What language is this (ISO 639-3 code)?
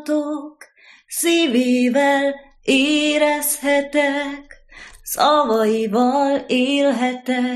hun